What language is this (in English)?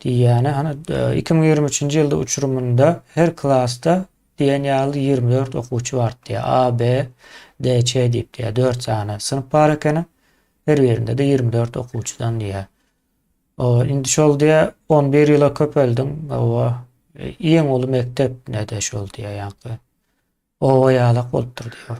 Turkmen